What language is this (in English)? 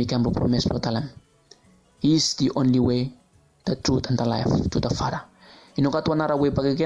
Bislama